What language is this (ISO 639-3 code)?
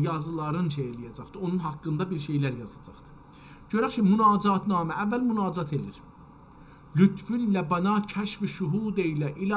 azb